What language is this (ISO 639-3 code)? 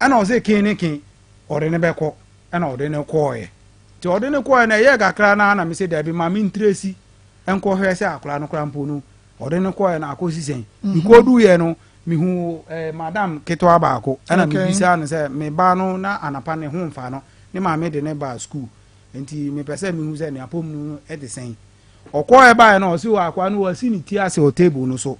aka